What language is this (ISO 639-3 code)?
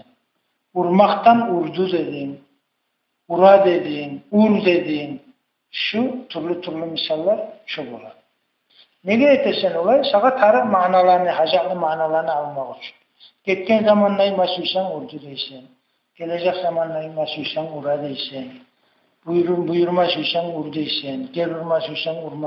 kum